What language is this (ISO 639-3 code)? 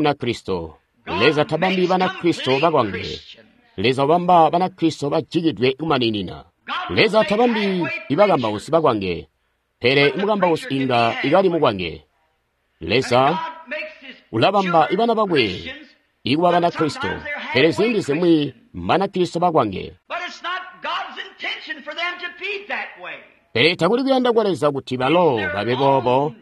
toi